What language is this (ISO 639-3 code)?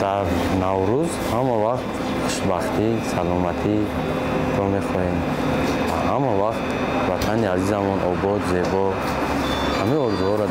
tgk